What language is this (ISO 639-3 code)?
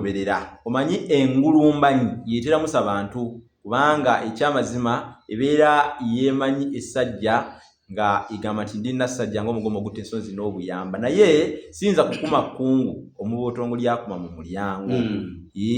lug